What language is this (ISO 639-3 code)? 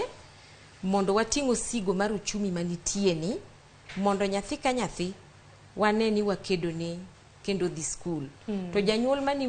luo